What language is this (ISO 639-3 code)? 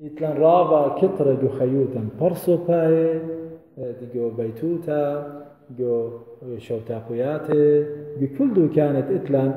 aii